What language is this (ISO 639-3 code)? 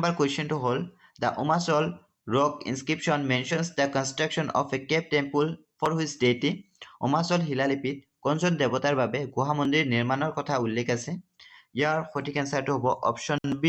asm